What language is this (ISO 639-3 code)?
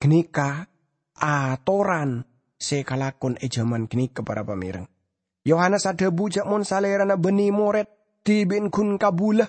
mad